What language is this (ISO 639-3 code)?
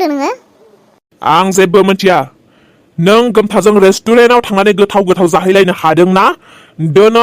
brx